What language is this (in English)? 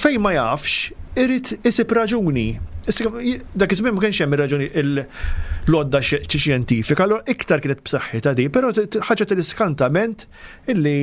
Maltese